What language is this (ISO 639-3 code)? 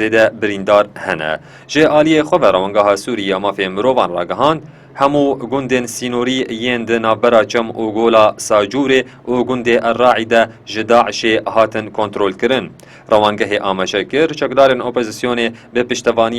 kur